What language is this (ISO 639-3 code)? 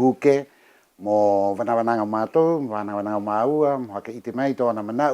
rap